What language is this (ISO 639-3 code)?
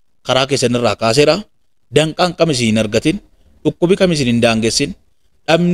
orm